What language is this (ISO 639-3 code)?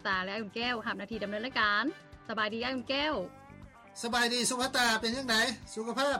lao